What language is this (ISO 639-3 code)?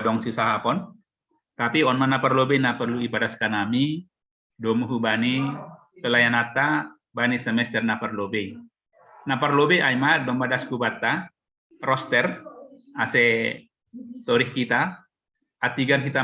bts